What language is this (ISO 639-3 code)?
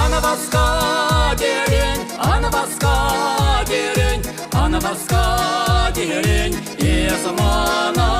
chv